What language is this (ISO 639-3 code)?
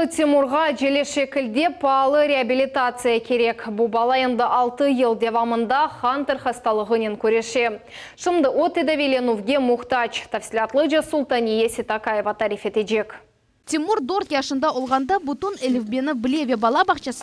crh